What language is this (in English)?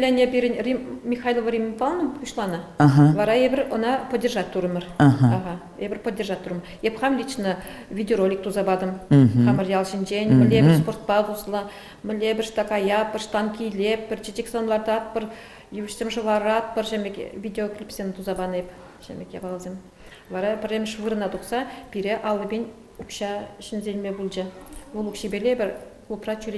Chuvash